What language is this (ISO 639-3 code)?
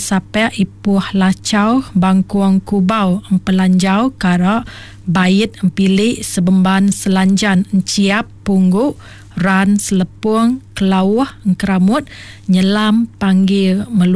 iba